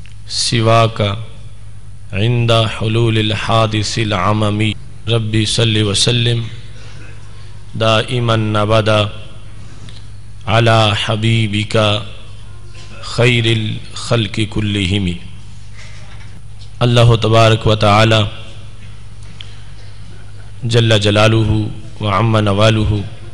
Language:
Urdu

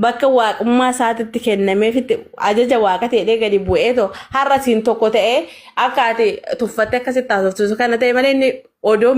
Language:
Oromo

